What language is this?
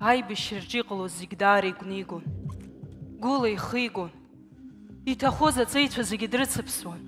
Abkhazian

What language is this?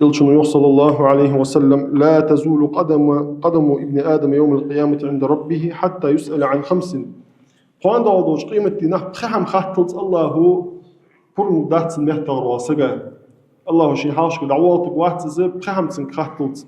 Ingush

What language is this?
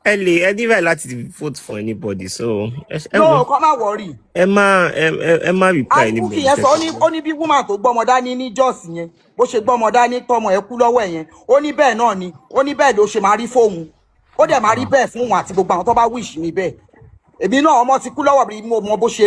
Yoruba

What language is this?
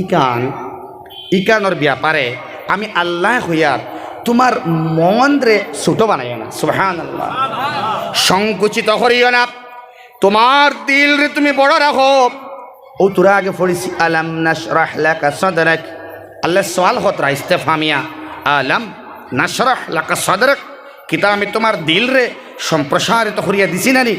Sylheti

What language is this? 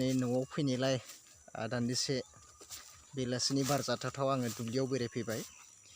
Bodo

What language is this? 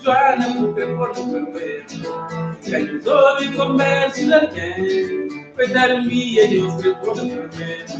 Kabuverdianu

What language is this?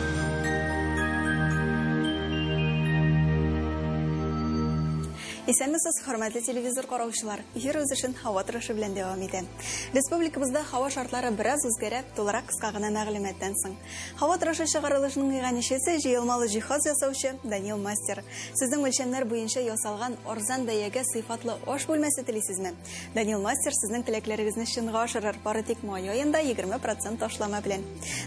Tatar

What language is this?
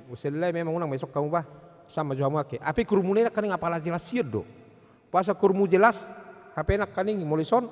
Batak Toba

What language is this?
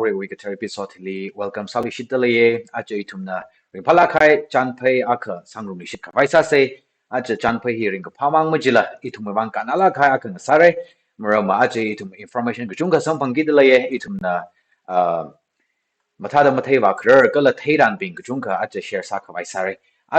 Tangkhul Naga (India)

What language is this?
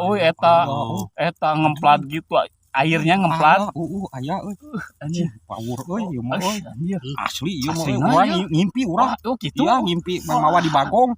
Sundanese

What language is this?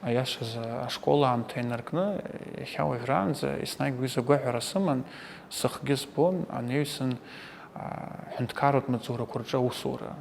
Abkhazian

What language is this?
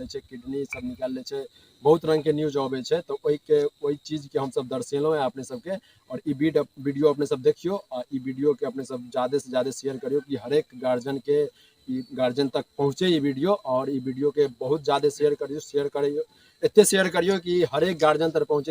Maithili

